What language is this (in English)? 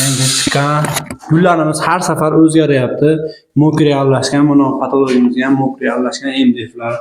Uzbek